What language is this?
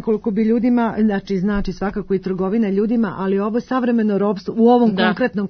Serbian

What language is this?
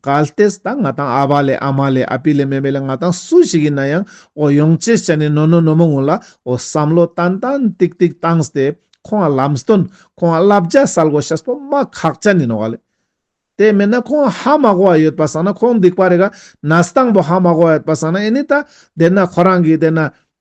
Ladakhi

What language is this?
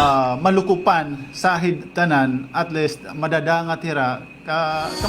Waray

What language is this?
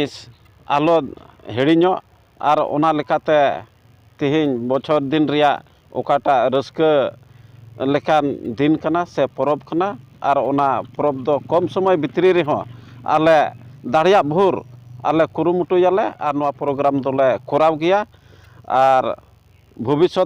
Santali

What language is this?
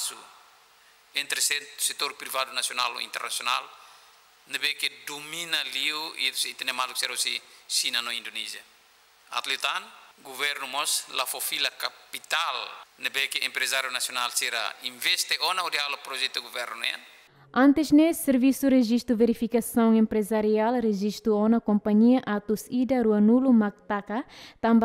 Tetum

